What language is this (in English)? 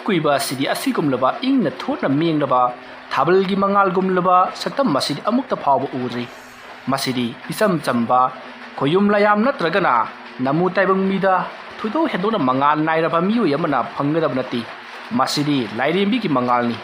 Manipuri